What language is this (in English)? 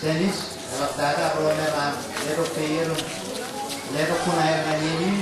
Marshallese